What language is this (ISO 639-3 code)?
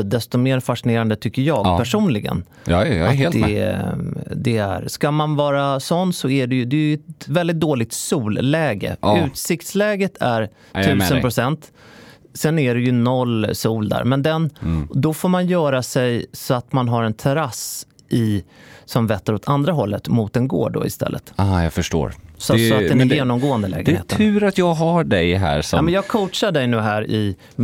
swe